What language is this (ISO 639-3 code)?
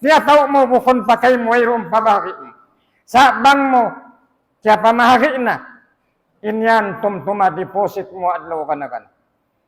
tsg